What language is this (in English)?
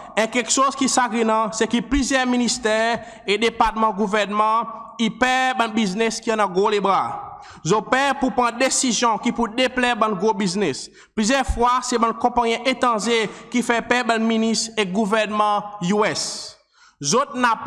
Seselwa Creole French